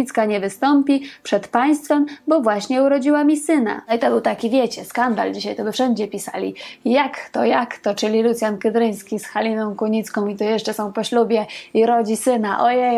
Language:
Polish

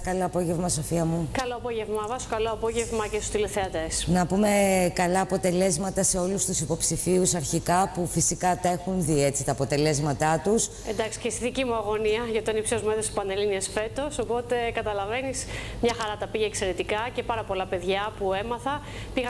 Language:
Greek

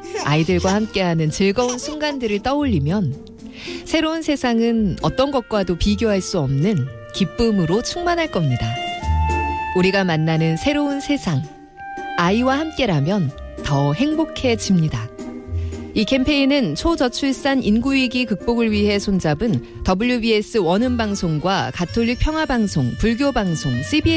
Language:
Korean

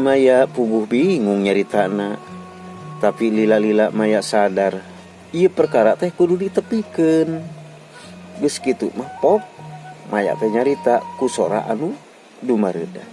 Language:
Sundanese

